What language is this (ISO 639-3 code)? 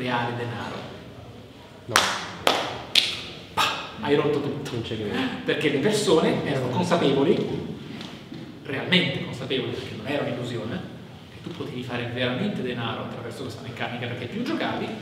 ita